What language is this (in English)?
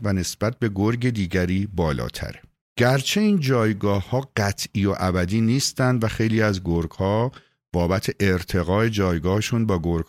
Persian